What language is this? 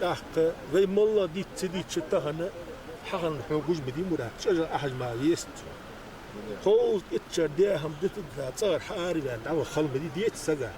Ingush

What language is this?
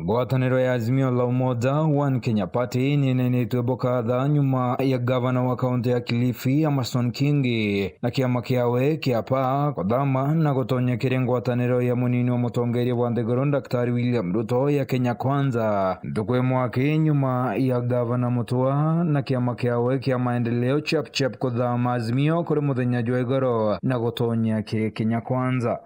Meru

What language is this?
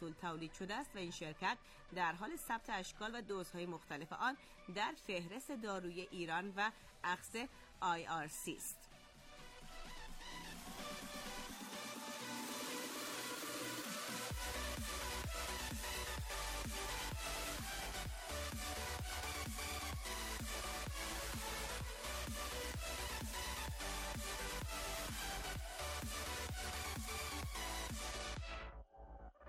Persian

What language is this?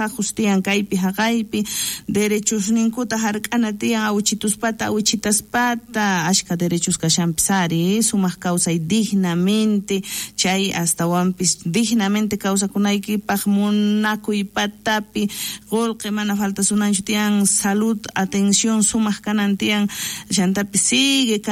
South Bolivian Quechua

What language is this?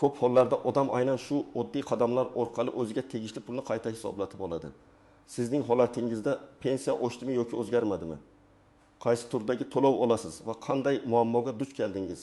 Uzbek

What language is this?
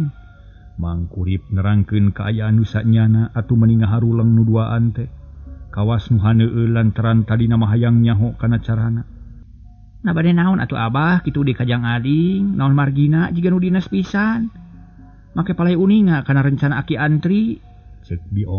Sundanese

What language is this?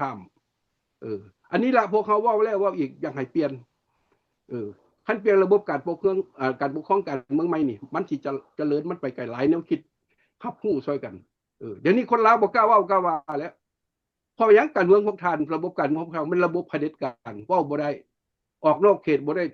Lao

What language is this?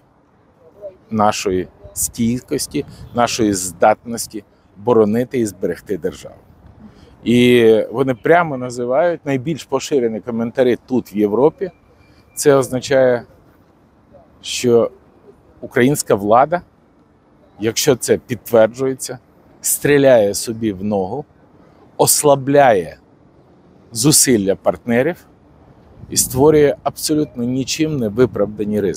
Ukrainian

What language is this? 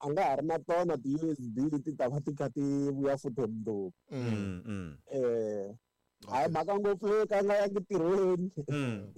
Tsonga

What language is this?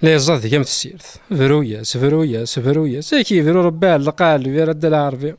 Kabyle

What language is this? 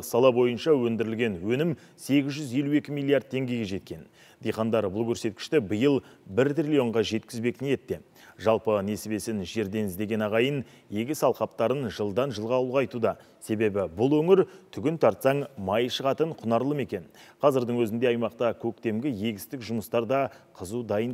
Kazakh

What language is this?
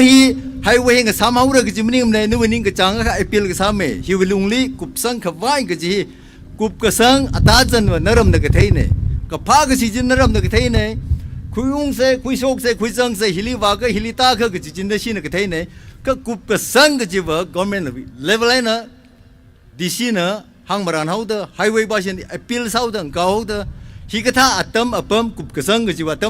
Tangkhul Naga (India)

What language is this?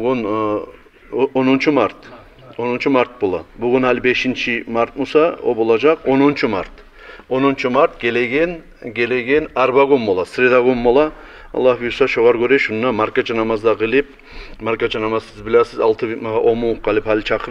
Kumyk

